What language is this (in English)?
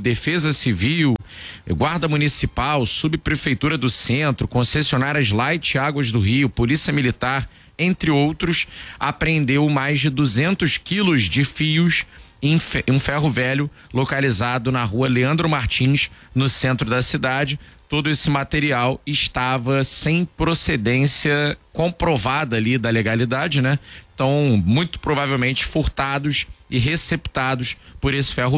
Portuguese